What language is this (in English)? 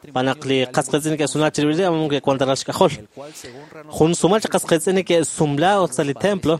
Kekchí